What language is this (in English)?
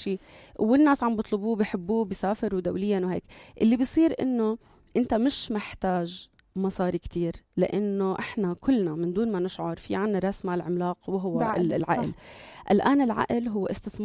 North Levantine Arabic